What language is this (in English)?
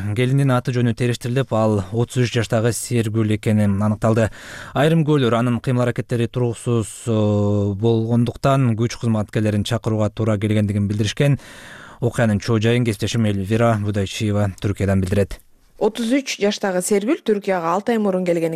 Kyrgyz